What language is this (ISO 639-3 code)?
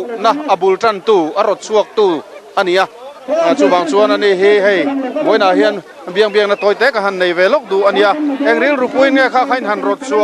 lus